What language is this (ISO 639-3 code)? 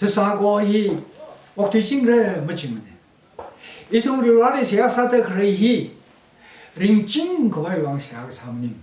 nmf